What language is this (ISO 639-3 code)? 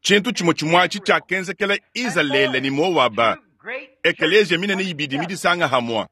lua